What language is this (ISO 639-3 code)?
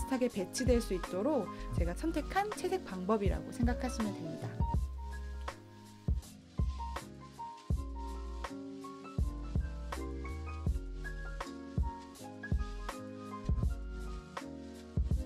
kor